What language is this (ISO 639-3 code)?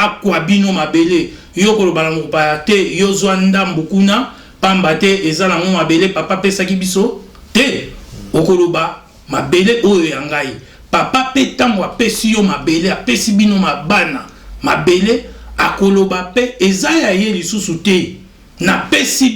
lin